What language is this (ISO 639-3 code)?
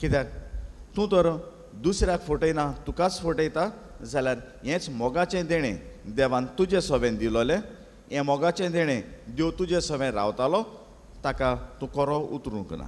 kok